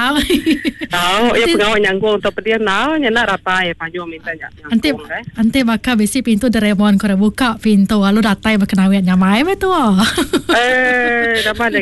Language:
Iban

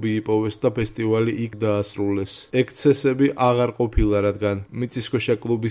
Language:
Georgian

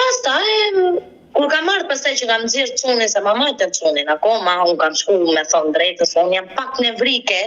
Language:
Albanian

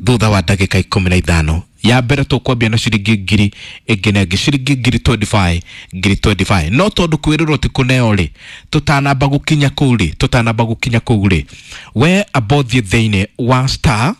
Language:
Kikuyu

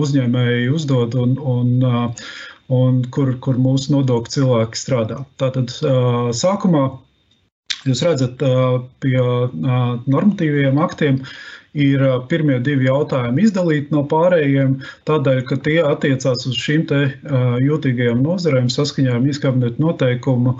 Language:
Latvian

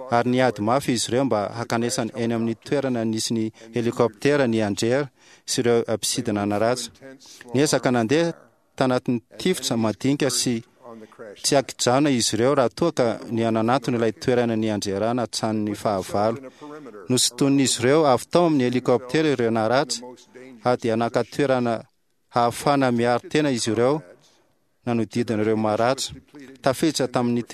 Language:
Malagasy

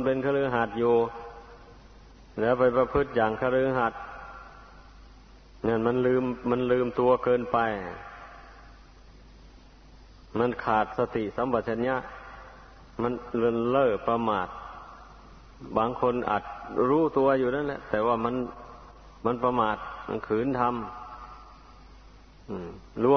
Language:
Thai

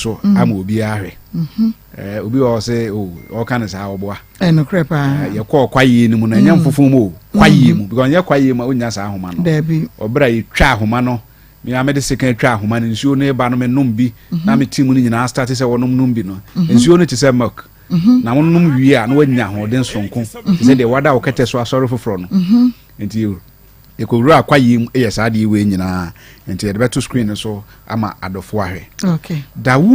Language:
Akan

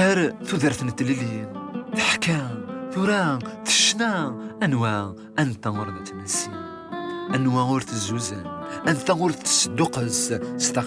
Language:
Kabyle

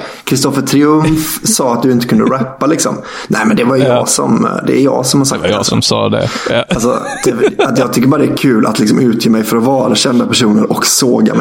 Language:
Swedish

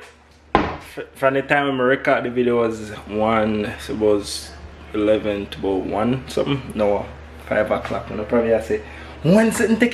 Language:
Jamaican Creole English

